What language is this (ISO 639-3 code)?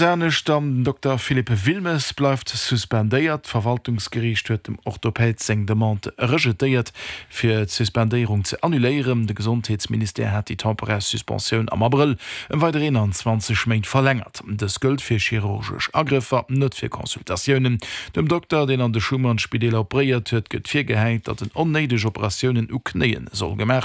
ltz